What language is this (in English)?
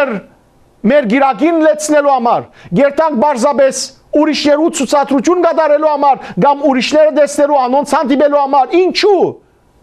Western Armenian